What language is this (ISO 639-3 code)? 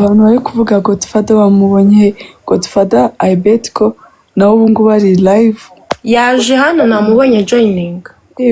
kin